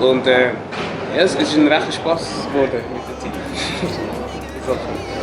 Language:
Swiss German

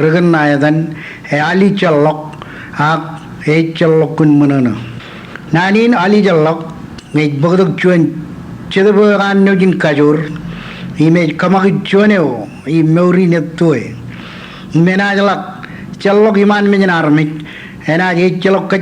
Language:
Marshallese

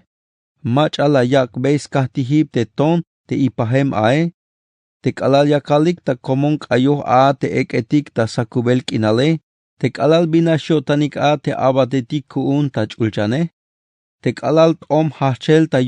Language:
Tzeltal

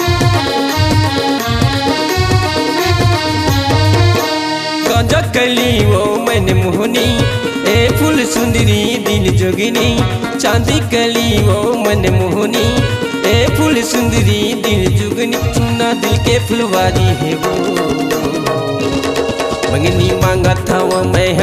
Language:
Chhattisgarhi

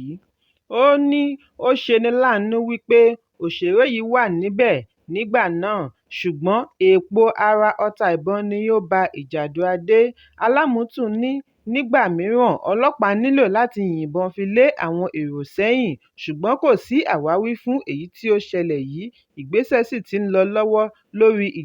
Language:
Yoruba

